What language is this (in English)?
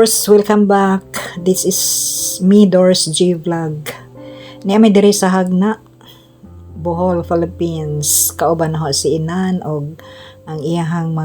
Cebuano